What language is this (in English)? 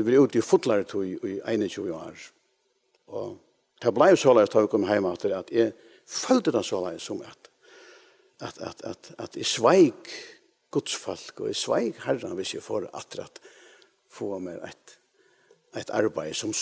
Faroese